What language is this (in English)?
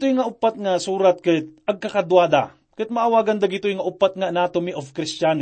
Iloko